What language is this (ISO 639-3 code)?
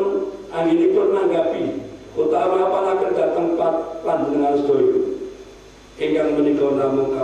jav